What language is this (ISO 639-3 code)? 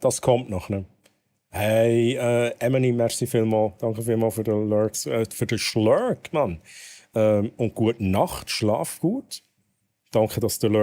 gsw